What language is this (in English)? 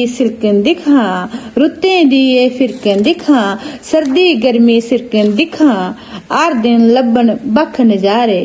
Dogri